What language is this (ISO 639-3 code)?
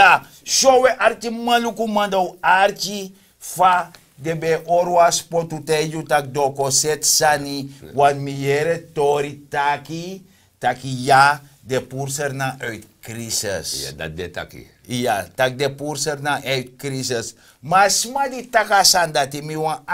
srn